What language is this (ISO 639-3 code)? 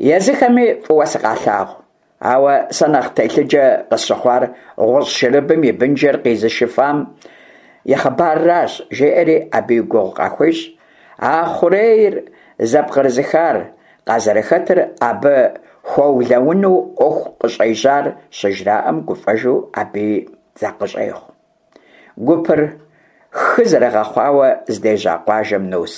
kbd